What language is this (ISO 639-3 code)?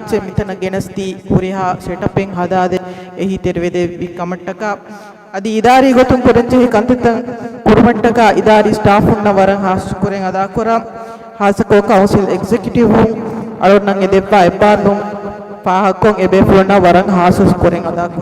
div